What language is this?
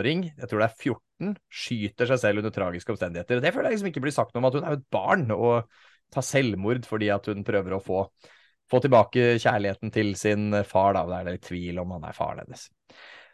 Norwegian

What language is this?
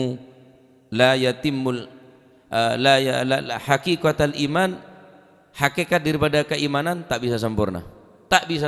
Madurese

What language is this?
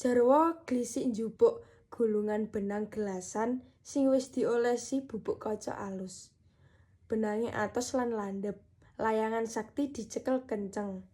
Javanese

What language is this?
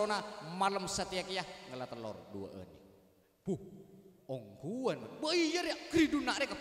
Madurese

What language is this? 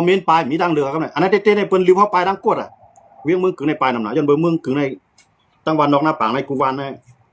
Shan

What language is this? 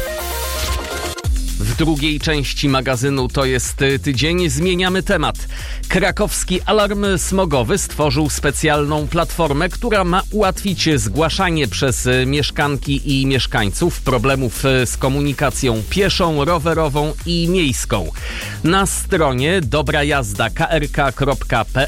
Polish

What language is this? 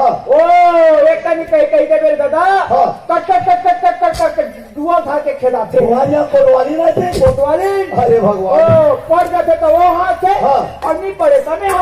Chhattisgarhi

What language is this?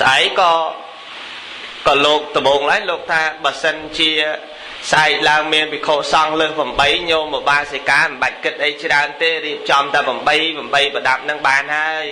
Khmer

